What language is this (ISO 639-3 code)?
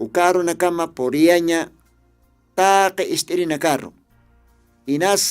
aym